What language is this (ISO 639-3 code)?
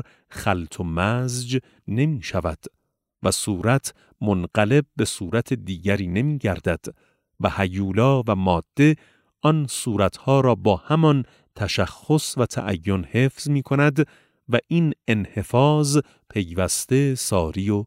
fas